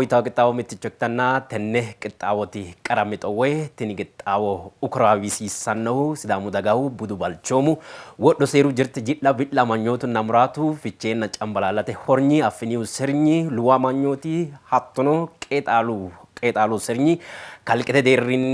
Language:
Sidamo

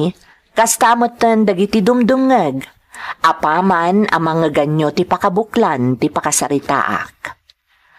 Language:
Iloko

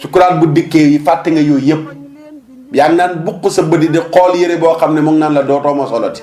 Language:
Wolof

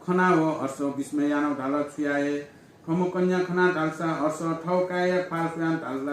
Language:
Newari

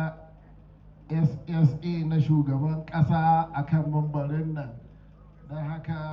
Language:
Hausa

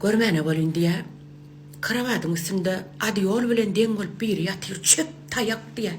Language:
Turkmen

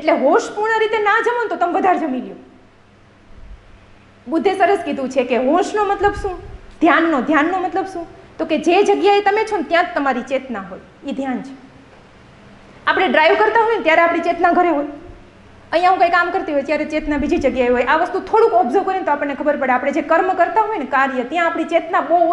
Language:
Gujarati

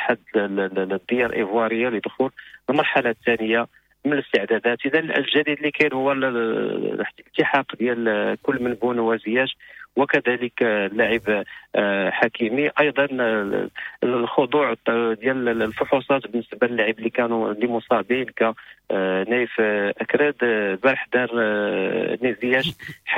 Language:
Moroccan Arabic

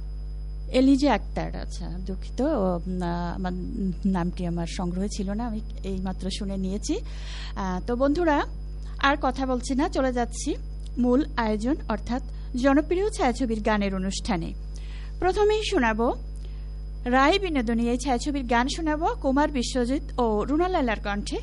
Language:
Bangla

